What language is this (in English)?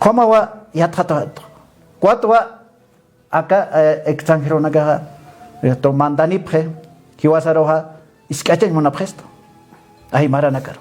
Aymara